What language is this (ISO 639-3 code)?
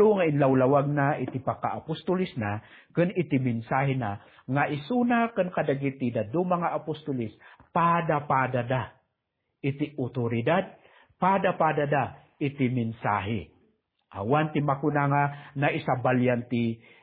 ilo